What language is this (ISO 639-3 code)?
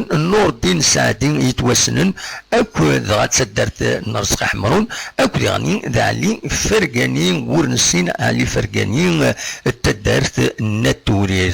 kab